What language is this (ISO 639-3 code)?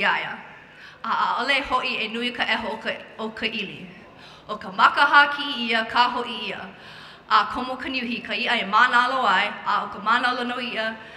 haw